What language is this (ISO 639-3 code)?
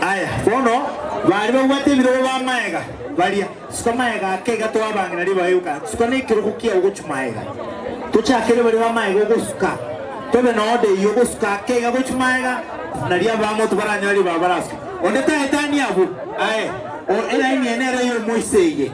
guz